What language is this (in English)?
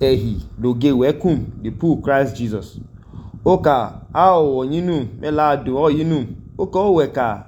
Idoma